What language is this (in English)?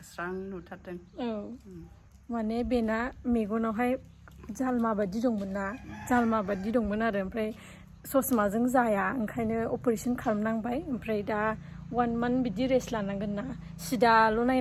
Bodo